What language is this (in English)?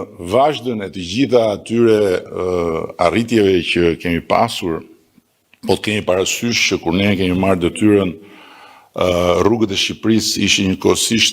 Albanian